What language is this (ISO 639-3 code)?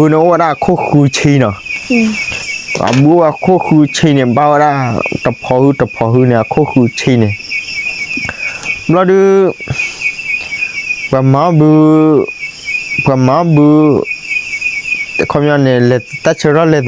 ksw